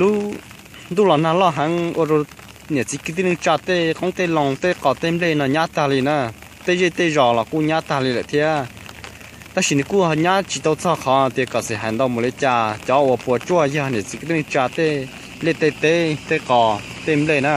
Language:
Hmong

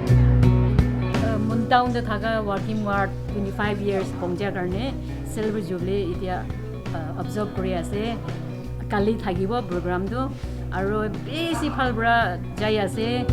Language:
Naga Pidgin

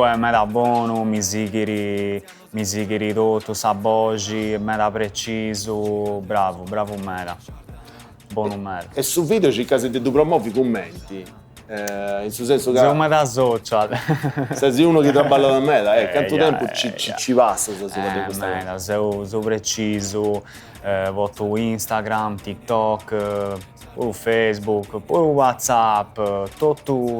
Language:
Sardinian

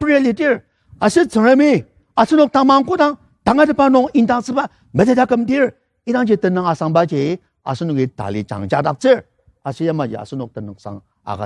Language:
Ao Naga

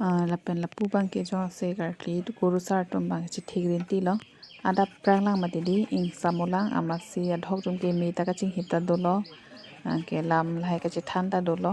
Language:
Karbi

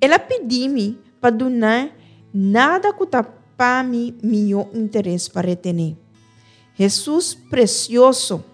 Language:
Papiamento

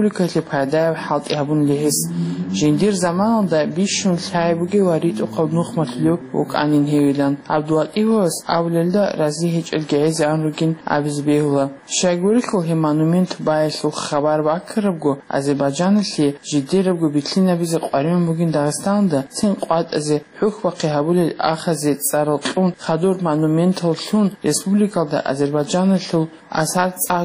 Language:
Avaric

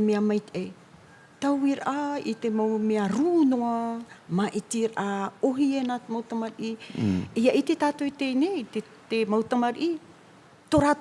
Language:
Tahitian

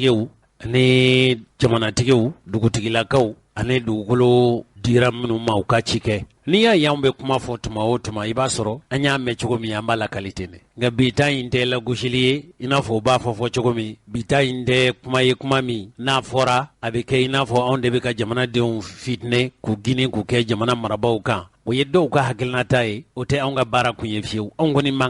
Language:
Bambara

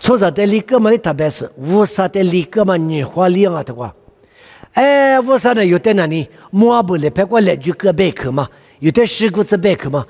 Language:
Lisu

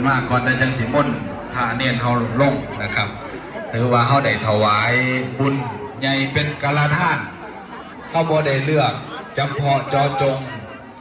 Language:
Northeastern Thai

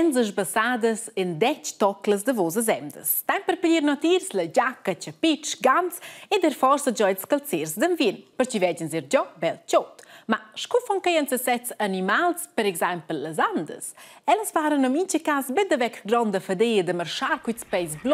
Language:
Romansh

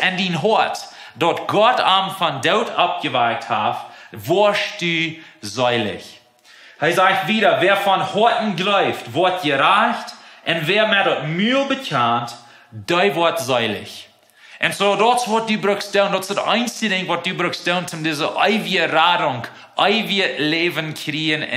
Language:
Plautdietsch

